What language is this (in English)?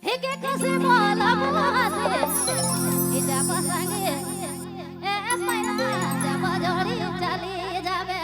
Sadri